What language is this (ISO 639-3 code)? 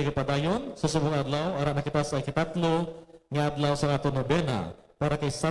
hil